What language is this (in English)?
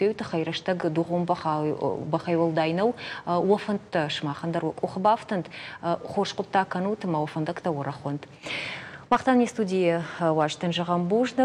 Ossetic